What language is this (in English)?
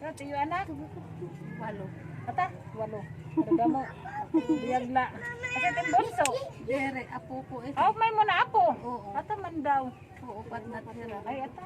Waray